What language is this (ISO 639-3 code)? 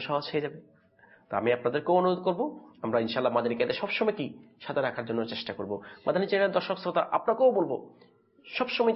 ben